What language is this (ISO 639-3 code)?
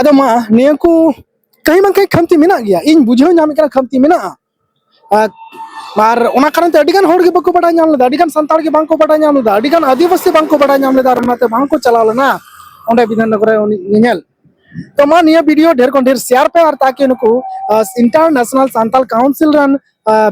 sat